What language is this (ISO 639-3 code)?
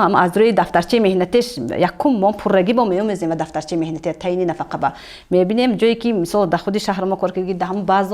tgk